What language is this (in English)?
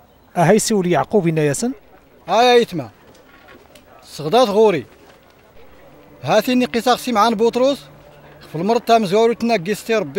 Arabic